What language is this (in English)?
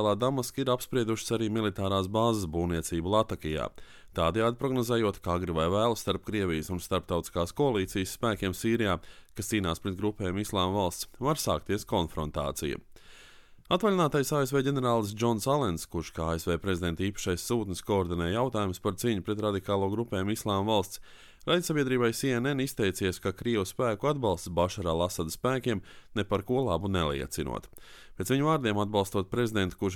Latvian